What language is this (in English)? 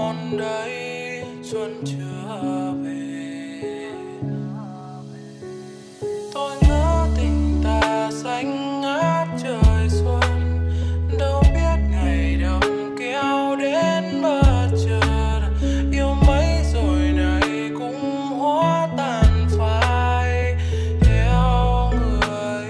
Vietnamese